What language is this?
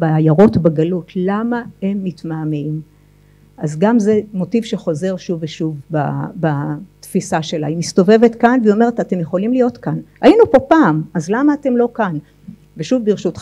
Hebrew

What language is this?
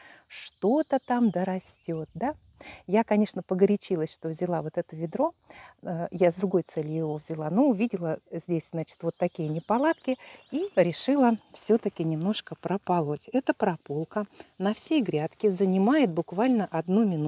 Russian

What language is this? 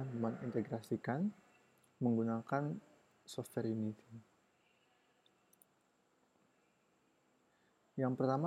Indonesian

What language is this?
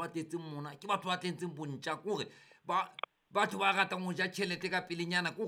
Southern Sotho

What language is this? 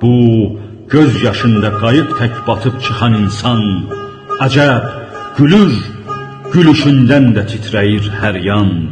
South Azerbaijani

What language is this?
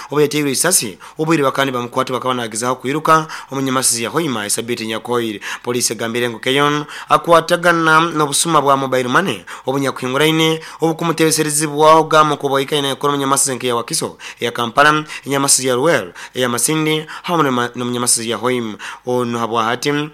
Nyoro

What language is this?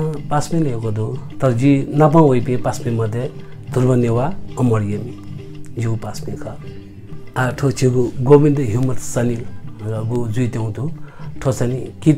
Newari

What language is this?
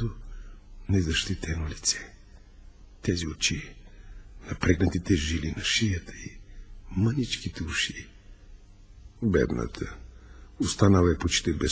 Bulgarian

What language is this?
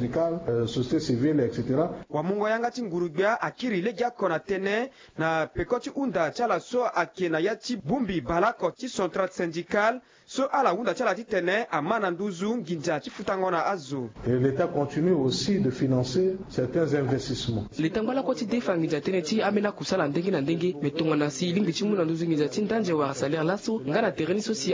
Sango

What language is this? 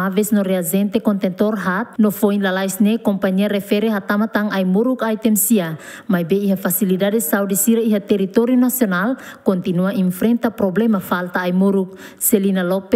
Tetum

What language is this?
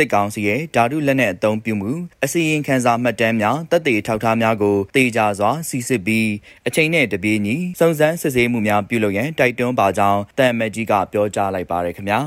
Burmese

